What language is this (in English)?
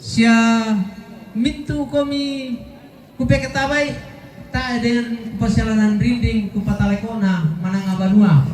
Toraja-Sa'dan